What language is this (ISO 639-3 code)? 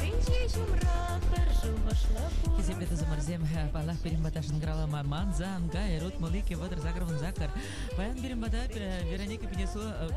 chv